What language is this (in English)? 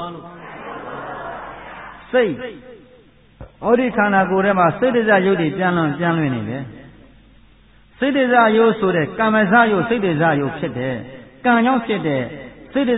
Burmese